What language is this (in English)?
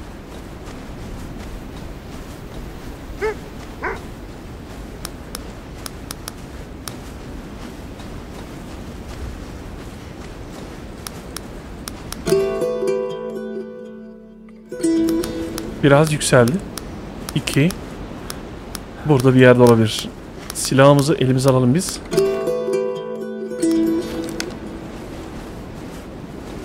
Turkish